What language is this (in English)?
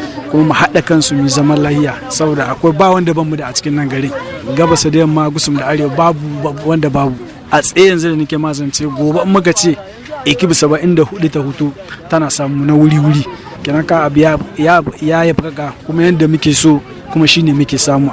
Hausa